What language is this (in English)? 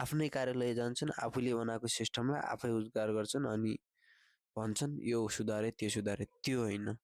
Nepali